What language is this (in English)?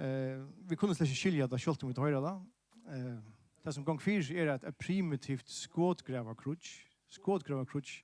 Faroese